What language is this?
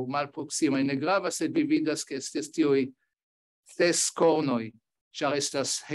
Esperanto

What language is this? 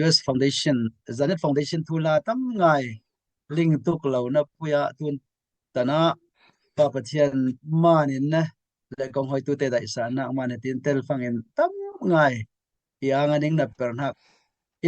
Falam Chin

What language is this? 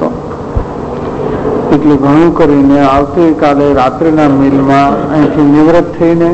Gujarati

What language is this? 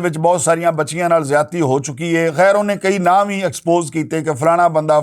Western Panjabi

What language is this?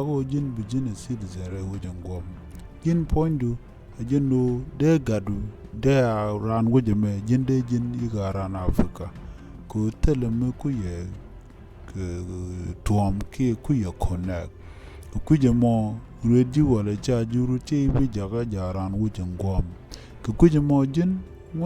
Nuer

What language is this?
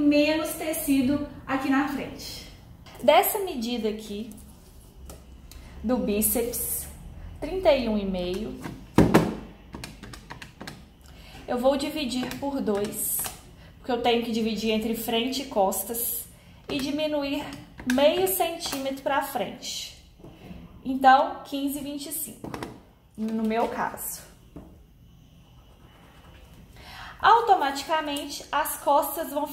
Portuguese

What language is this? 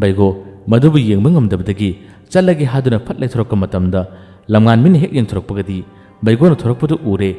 Manipuri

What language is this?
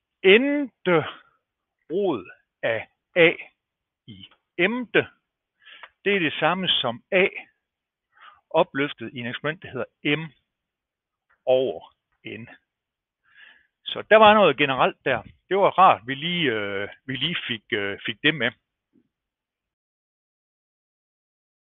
Danish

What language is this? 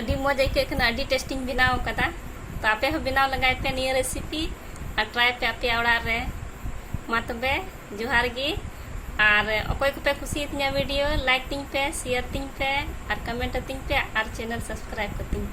Santali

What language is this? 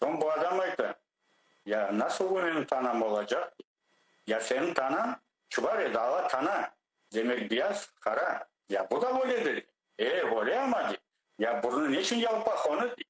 Crimean Tatar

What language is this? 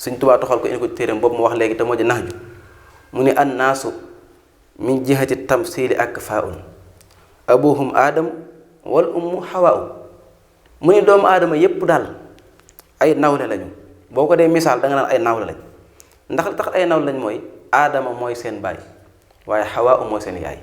Wolof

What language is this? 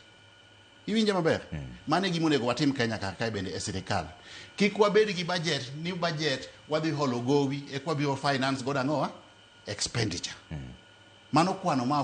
Luo (Kenya and Tanzania)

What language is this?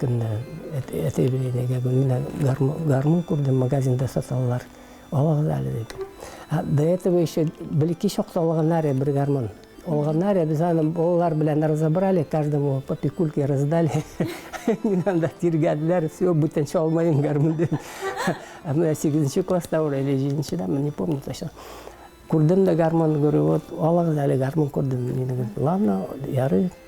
Tatar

